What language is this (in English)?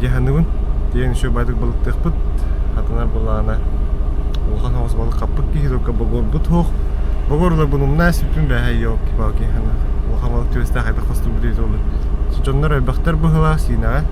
Yakut